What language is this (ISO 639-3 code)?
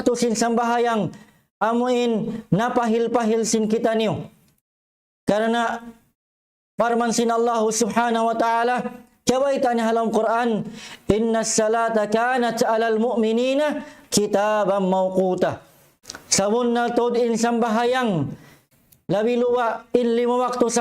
tsg